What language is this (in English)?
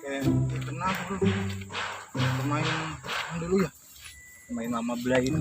Banjar